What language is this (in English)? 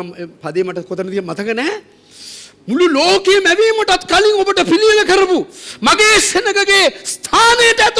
Sinhala